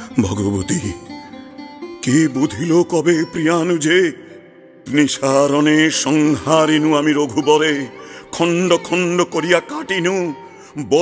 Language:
Bangla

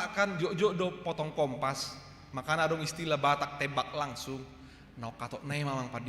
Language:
Batak Toba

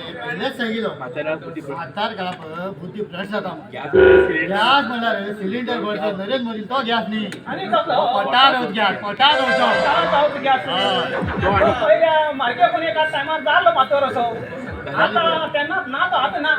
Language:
Konkani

